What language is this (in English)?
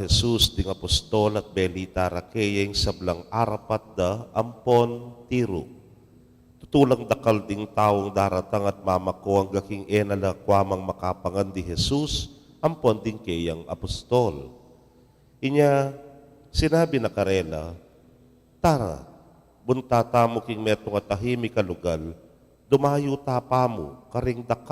Pampanga